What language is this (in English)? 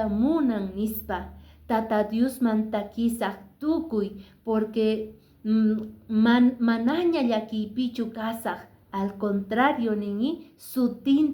Quechua